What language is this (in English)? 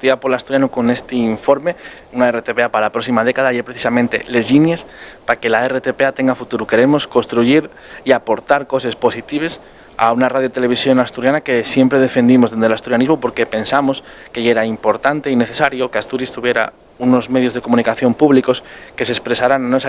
Asturian